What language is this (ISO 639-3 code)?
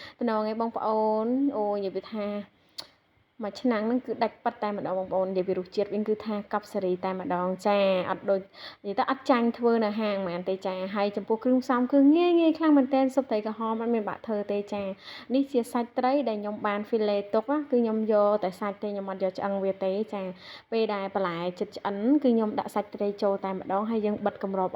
khm